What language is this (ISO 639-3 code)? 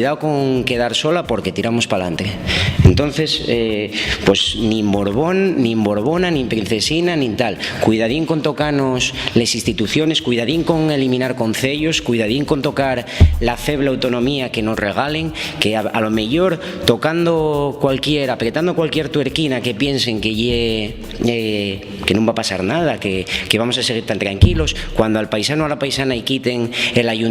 ast